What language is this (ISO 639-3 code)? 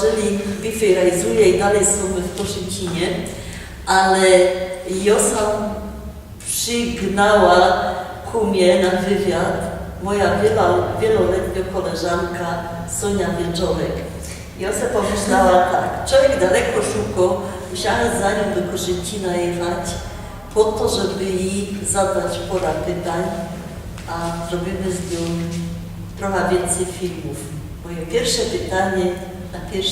szl